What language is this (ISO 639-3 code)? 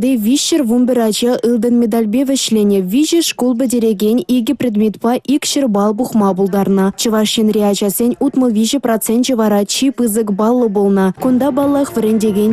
chv